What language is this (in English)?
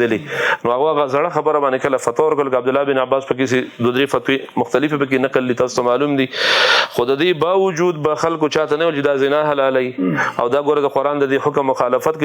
Pashto